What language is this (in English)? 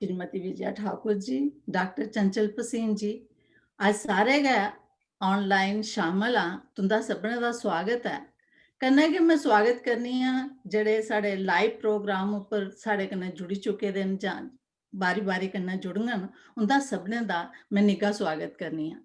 Dogri